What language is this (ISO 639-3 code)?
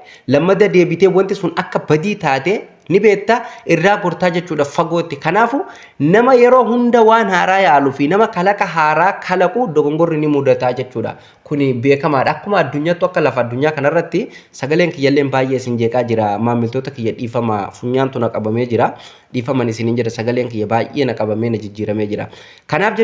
orm